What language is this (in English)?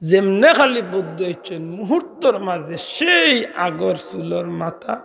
Sylheti